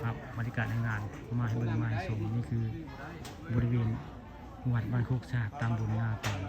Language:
Northeastern Thai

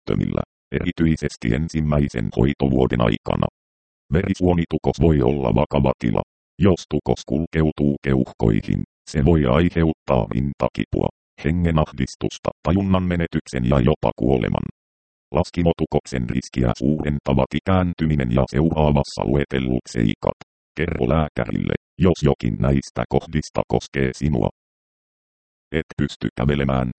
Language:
Finnish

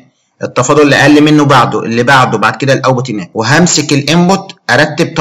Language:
Egyptian Arabic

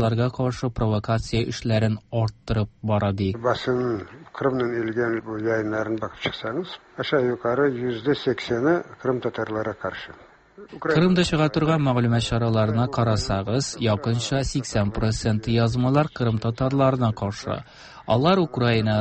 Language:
Tatar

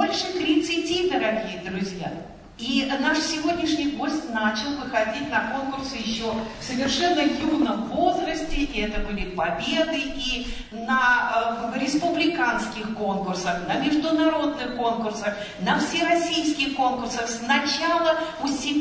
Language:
Russian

